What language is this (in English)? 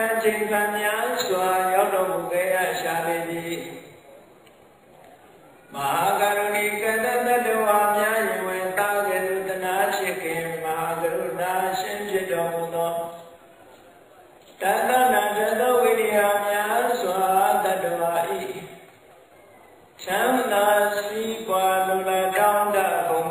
Burmese